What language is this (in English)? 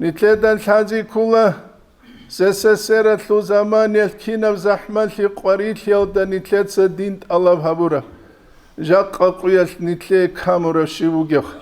Avaric